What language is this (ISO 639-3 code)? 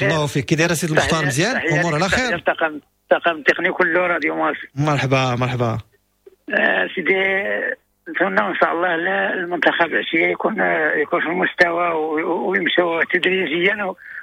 ary